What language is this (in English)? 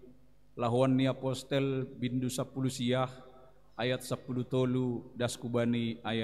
Batak Simalungun